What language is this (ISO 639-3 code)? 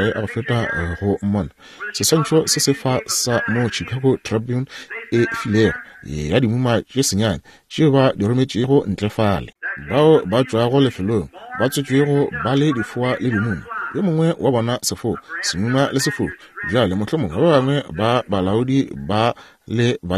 nso